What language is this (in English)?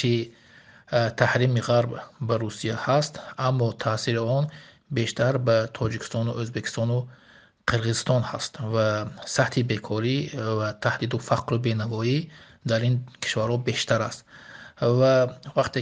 Tajik